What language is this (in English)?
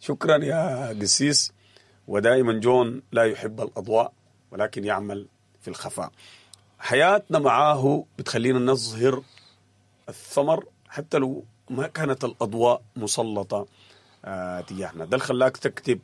Sudanese Arabic